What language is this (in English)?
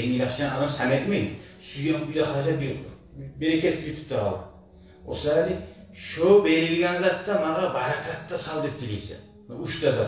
Kumyk